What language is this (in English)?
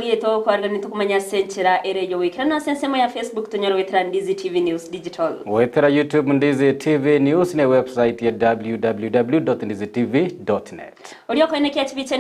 Gusii